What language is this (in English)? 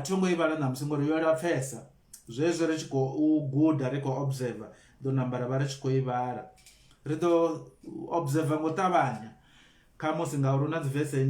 Venda